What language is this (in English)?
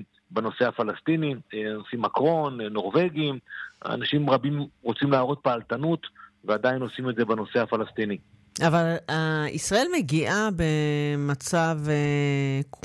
Hebrew